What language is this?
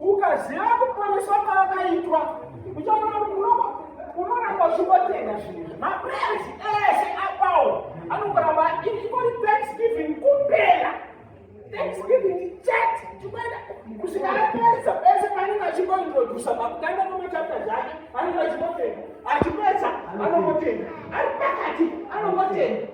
Shona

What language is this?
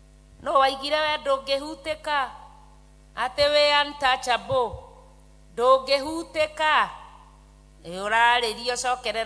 Kikuyu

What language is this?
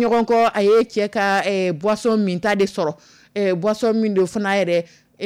Dyula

